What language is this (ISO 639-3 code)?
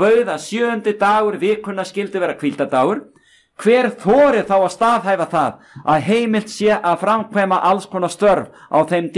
isl